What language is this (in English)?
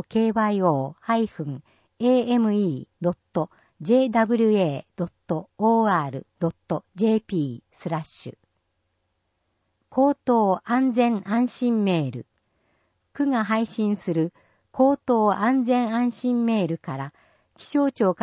Japanese